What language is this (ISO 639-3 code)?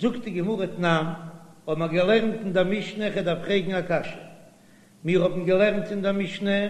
yid